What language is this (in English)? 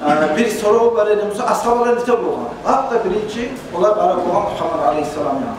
Kumyk